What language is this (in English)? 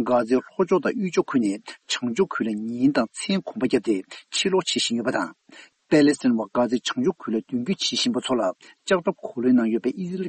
Tibetan